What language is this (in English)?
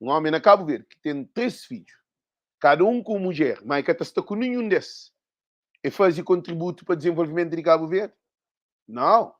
Kabuverdianu